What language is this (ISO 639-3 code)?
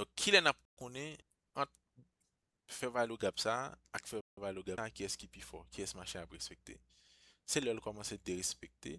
hat